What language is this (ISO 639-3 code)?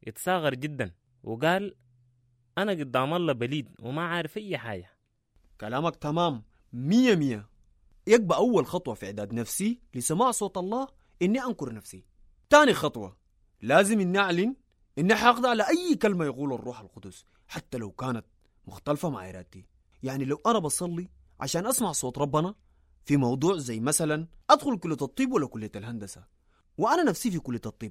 apd